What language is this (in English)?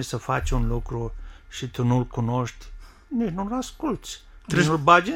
Romanian